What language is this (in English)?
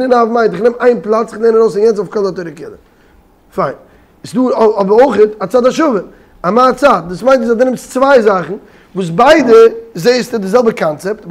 Yiddish